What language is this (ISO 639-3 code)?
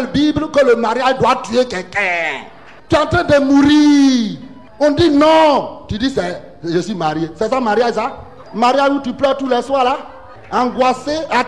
fra